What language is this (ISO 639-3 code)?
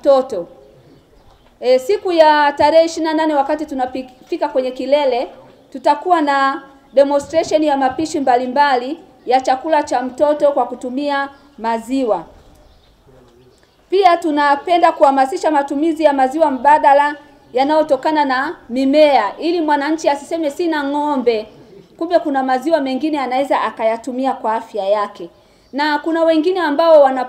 swa